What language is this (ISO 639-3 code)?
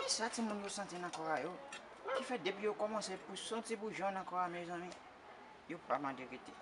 hat